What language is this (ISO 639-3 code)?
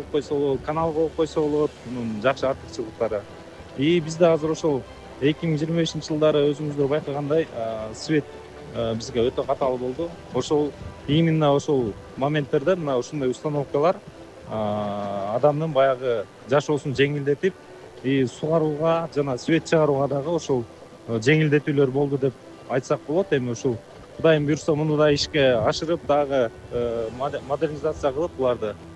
kir